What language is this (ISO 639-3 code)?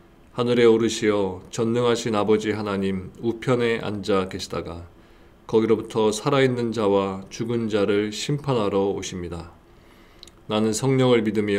kor